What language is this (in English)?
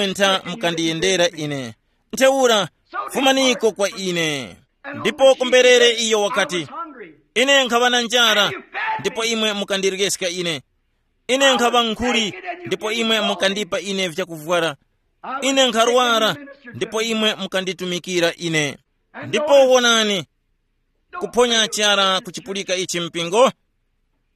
Tumbuka